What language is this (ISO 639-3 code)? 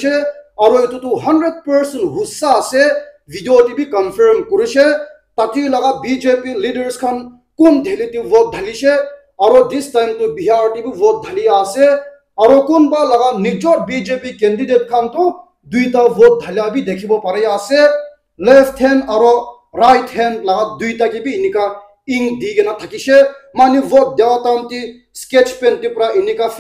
nag